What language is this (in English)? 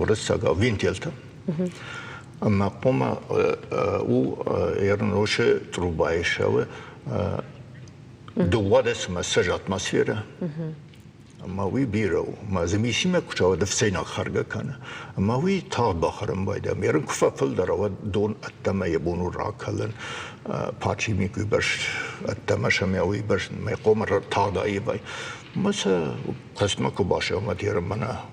Ossetic